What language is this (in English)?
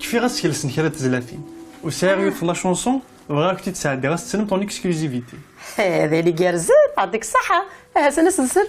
Kabyle